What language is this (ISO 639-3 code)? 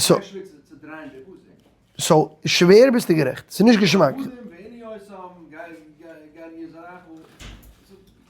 yid